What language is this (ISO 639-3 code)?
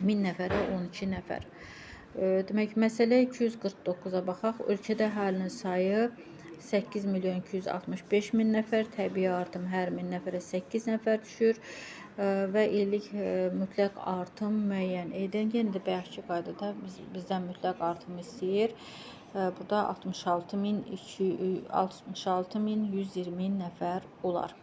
aze